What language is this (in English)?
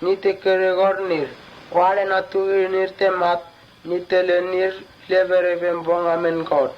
Mota